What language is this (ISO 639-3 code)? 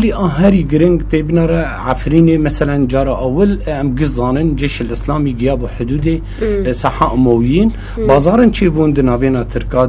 kur